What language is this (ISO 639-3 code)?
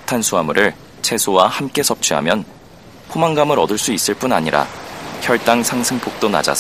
kor